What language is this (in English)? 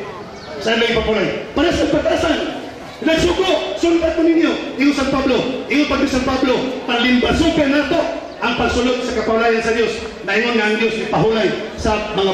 Cebuano